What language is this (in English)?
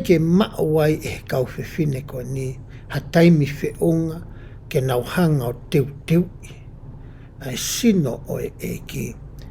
Tongan